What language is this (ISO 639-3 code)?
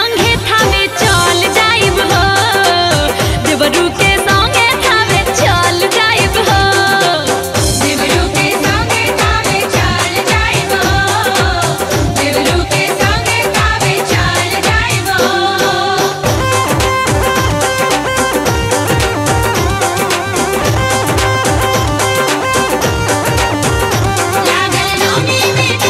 bho